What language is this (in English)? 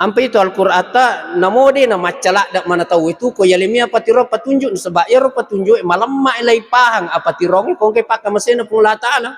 Buginese